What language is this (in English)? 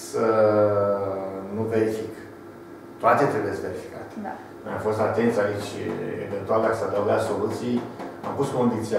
Romanian